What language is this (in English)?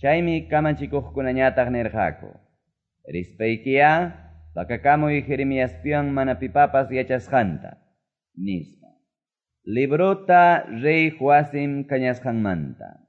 Quechua